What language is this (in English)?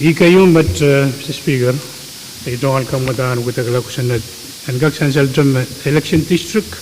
Pohnpeian